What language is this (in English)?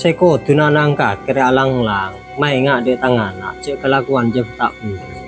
Madurese